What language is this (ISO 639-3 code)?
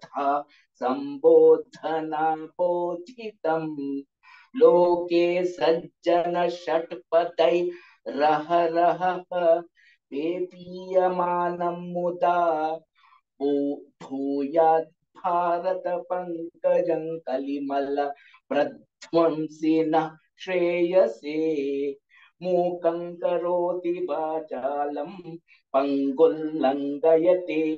san